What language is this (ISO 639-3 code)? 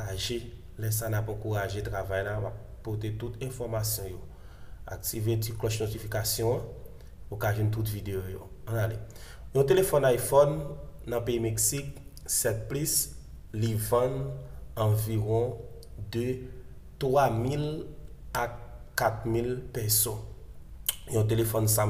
hat